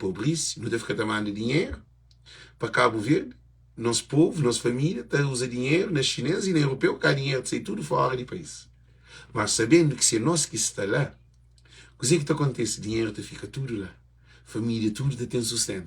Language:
Kabuverdianu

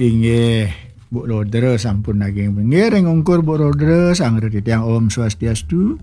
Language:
Balinese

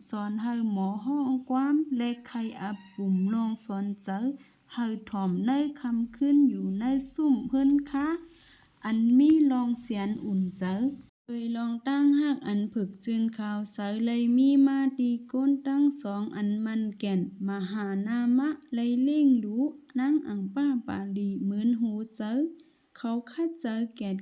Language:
Shan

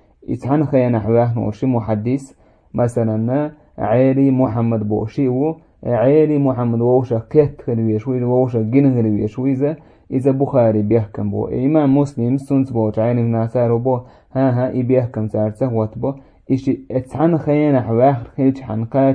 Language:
Chechen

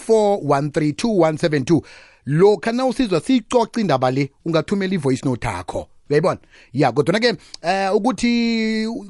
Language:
South Ndebele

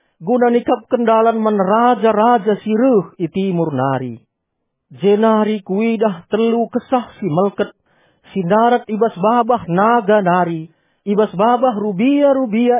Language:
Batak Karo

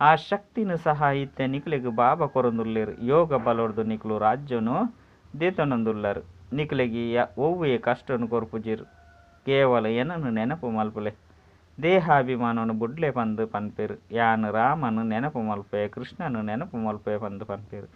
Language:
Tulu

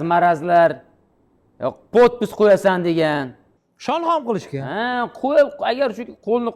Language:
Uzbek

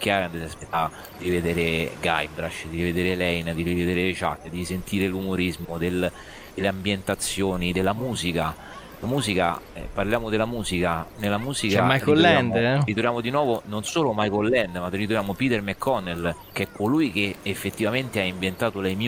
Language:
Italian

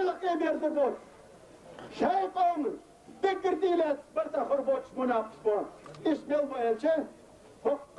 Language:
Chechen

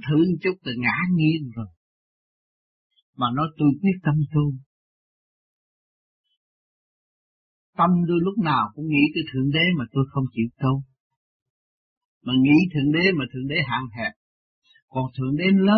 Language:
Vietnamese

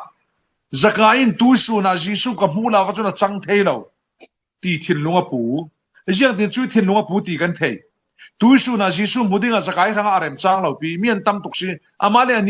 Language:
Falam Chin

